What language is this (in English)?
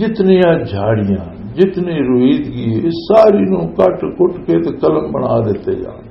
Western Panjabi